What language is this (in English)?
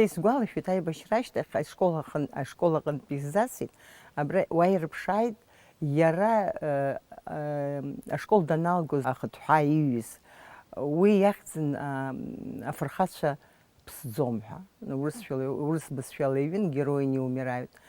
Abkhazian